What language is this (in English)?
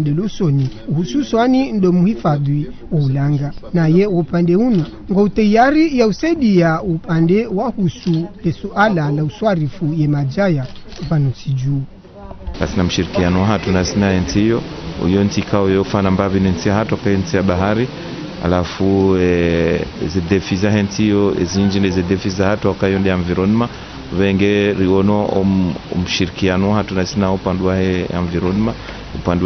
Ngazidja Comorian